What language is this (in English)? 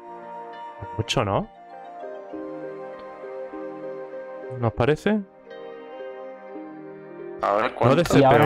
Spanish